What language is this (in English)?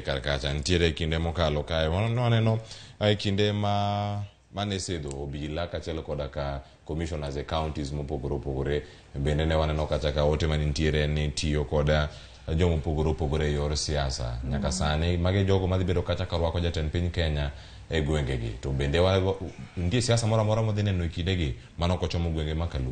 Luo (Kenya and Tanzania)